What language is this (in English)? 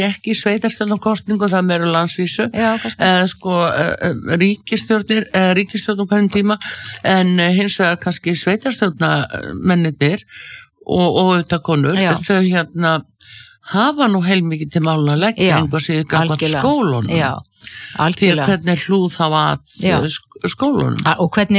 Icelandic